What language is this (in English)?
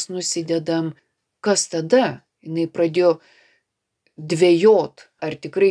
Lithuanian